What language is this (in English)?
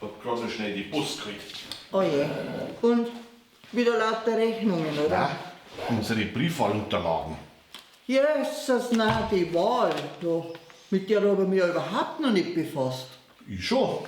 Bavarian